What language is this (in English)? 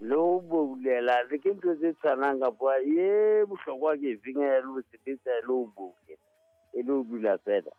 Southern Sotho